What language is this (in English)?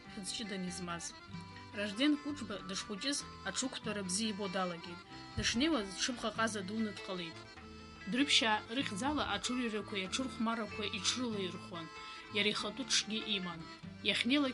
Abkhazian